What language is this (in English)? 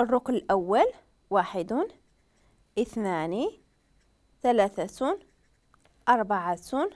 Moroccan Arabic